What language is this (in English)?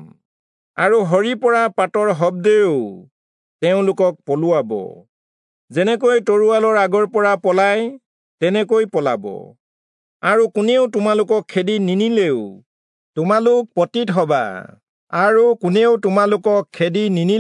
Assamese